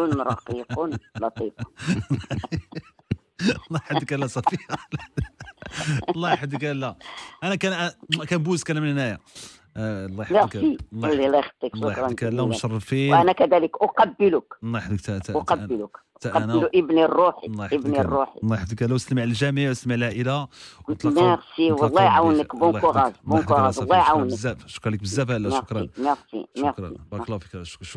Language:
Moroccan Arabic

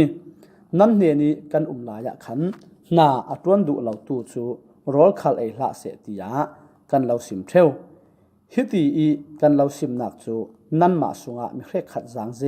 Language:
Falam Chin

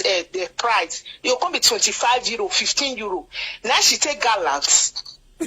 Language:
Nigerian Pidgin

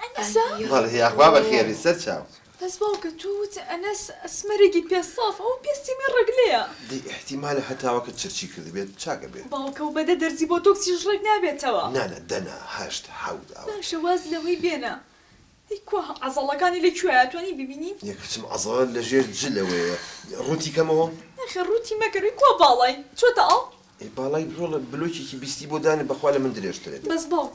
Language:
Central Kurdish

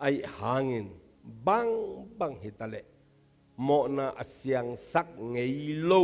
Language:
Tedim Chin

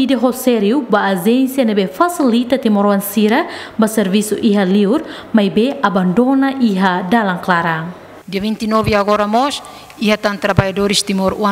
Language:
Tetum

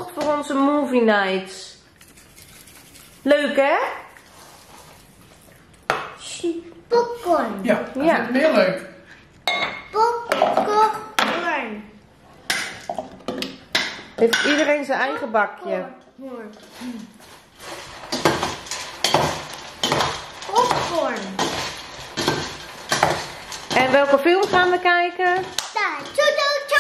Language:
Dutch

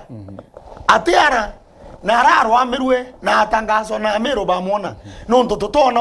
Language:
Meru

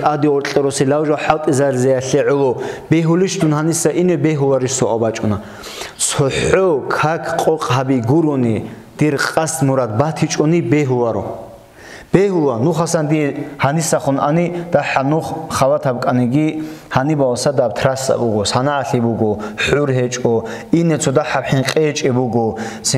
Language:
Avaric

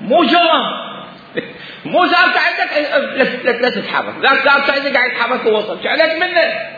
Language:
Mesopotamian Arabic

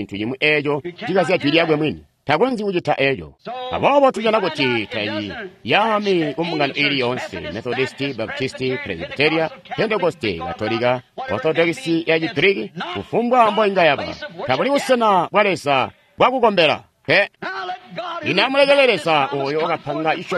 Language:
Tonga (Zambia)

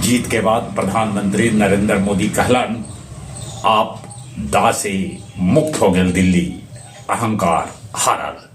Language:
Magahi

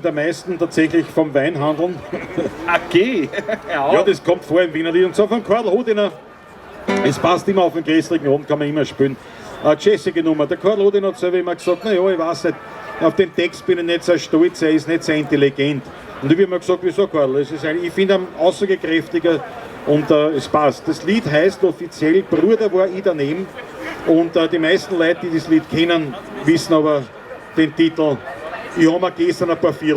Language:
Bavarian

